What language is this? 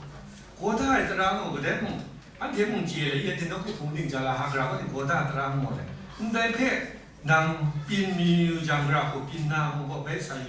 Kachin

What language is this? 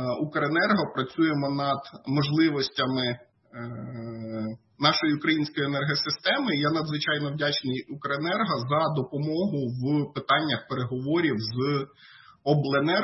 Ukrainian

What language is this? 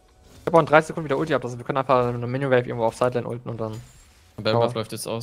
German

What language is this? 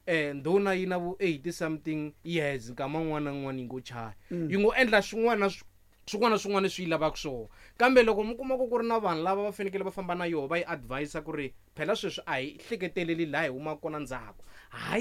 Tsonga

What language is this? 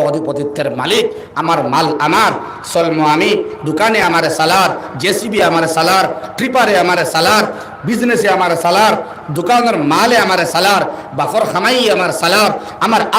Sylheti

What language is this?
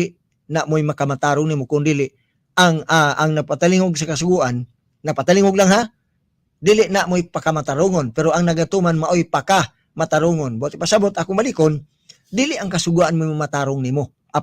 Cebuano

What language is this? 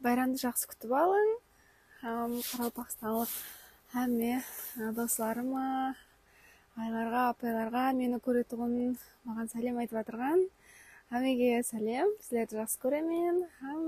Kara-Kalpak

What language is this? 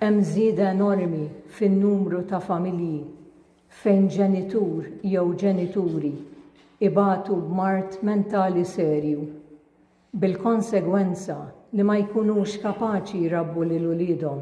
Maltese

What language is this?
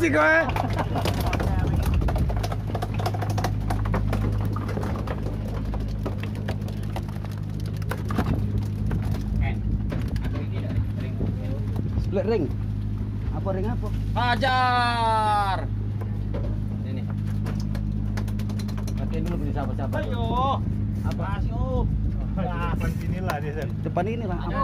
Indonesian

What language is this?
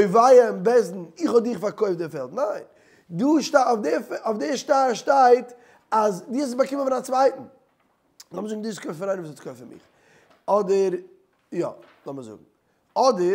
Yiddish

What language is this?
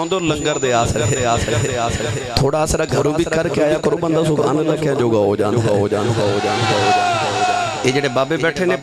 Western Panjabi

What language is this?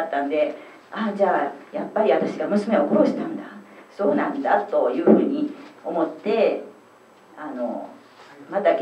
Japanese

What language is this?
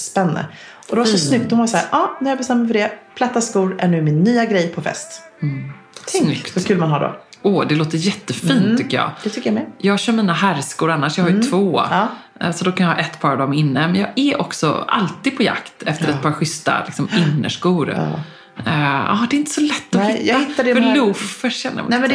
Swedish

